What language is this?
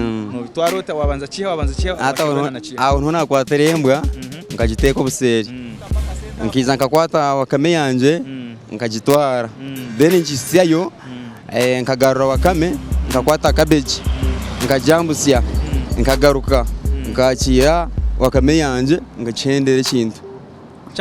Nyankole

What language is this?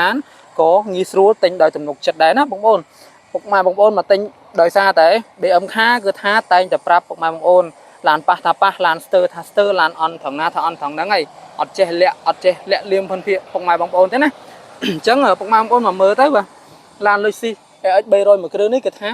Khmer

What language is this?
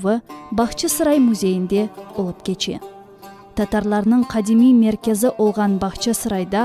Crimean Tatar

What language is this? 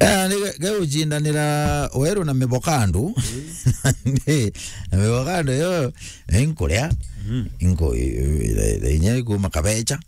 Meru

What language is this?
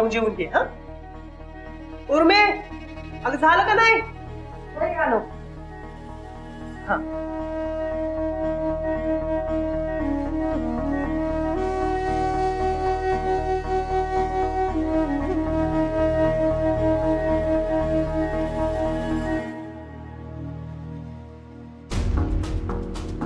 Marathi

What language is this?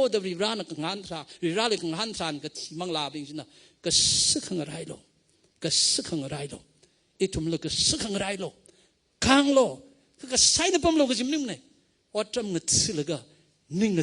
Tangkhul Naga (India)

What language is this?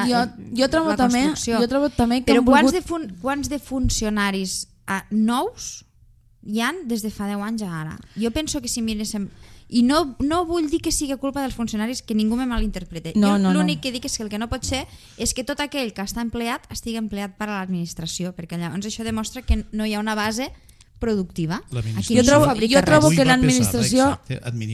Catalan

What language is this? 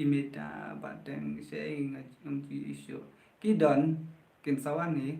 Khasi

